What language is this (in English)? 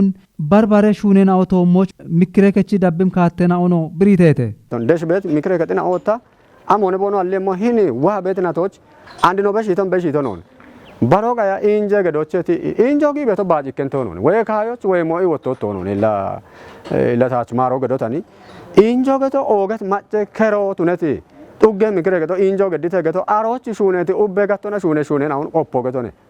Kafa